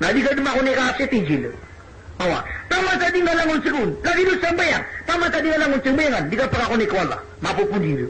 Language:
Maranao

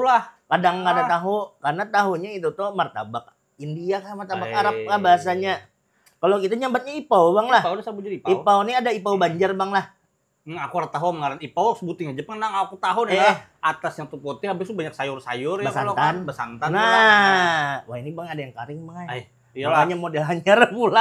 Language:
Banjar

